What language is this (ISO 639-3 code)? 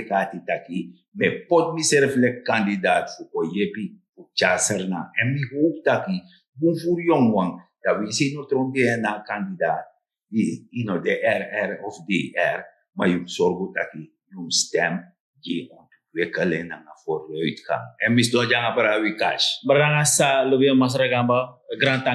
srn